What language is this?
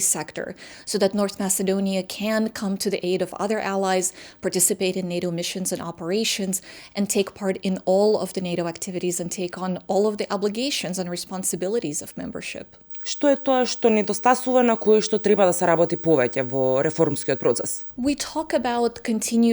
English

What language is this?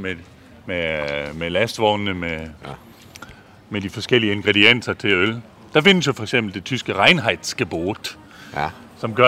Danish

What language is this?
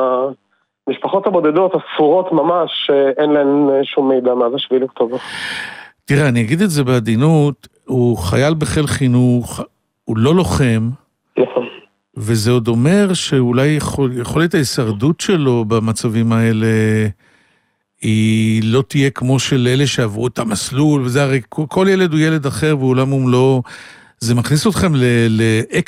Hebrew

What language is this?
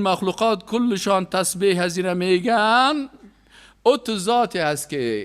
Persian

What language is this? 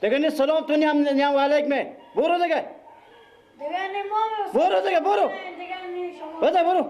Persian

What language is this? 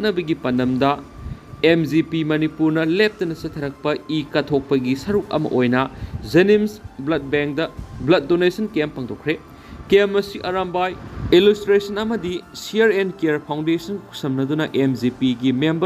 Manipuri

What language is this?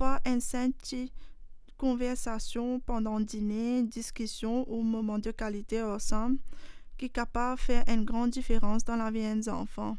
Morisyen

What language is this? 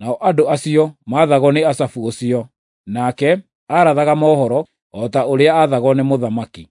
Kikuyu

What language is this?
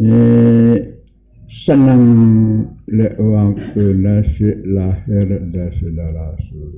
Sasak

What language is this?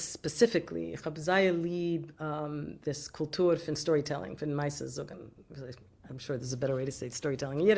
Yiddish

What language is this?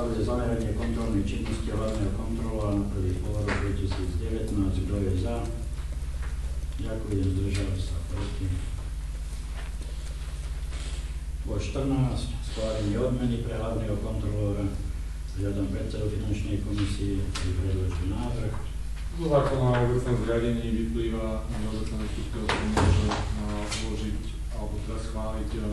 Slovak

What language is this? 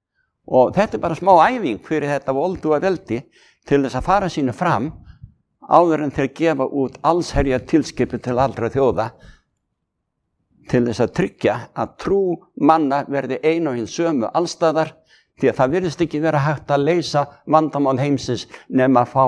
Icelandic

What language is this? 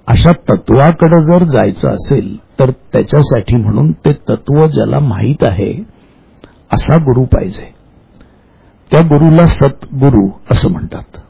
Marathi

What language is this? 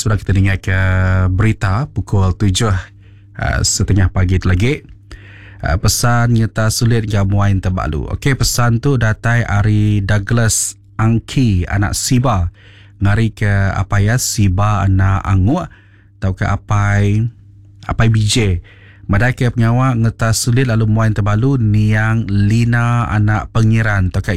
Iban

